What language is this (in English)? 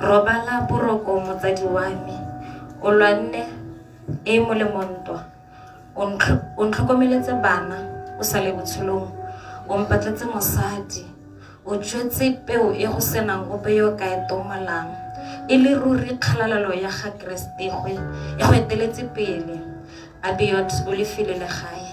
Tswana